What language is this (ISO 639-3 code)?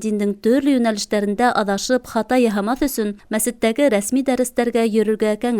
bak